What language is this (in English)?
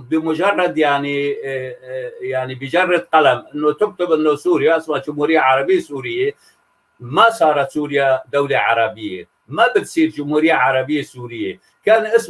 North Levantine Arabic